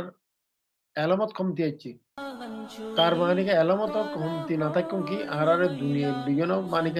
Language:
Rohingya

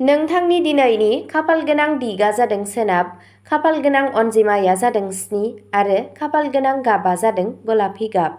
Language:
Bodo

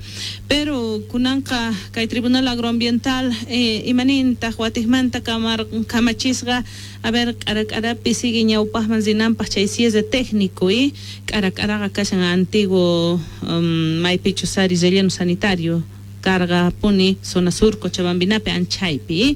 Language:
Quechua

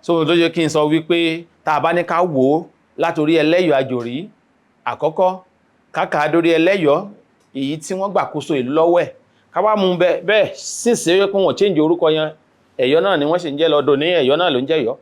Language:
Yoruba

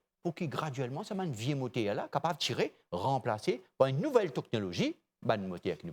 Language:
Morisyen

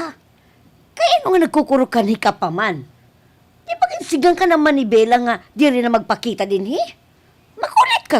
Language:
Waray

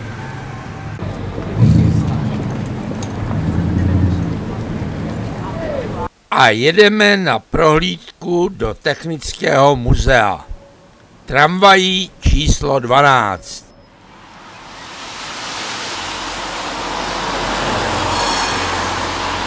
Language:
Czech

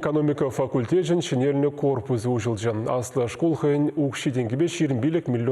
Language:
Chuvash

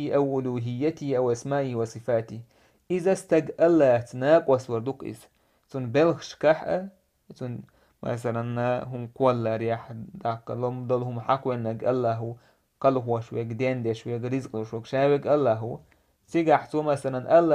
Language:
Chechen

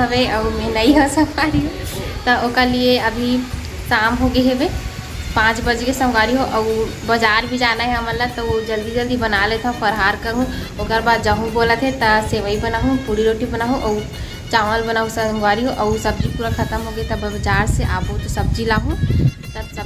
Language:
Chhattisgarhi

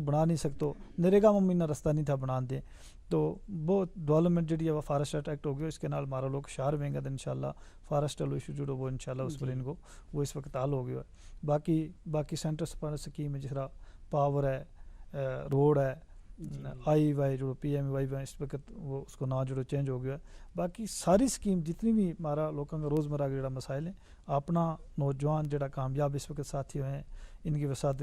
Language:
Gujari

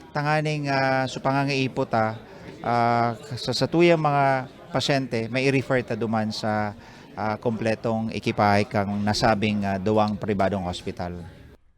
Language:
Bikol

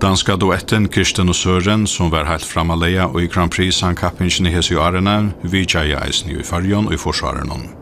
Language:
Faroese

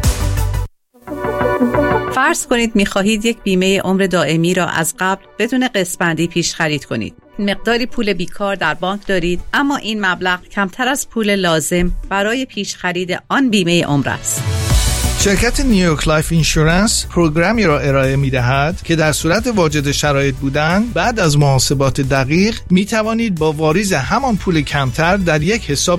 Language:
Persian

